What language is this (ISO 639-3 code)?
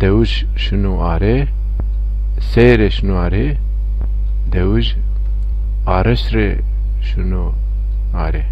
zza